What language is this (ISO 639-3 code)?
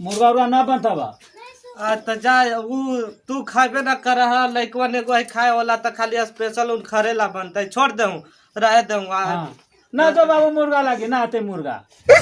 mag